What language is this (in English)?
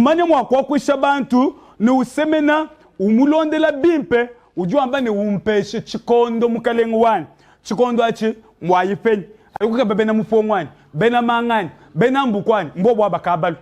Luba-Lulua